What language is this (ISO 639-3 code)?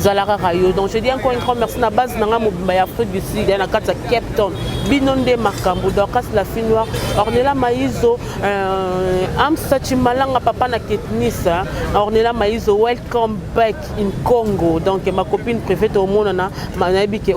lin